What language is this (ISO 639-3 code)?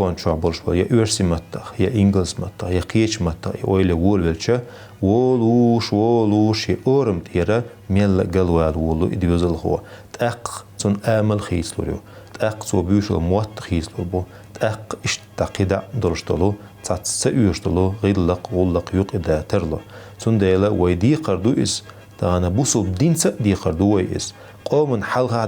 che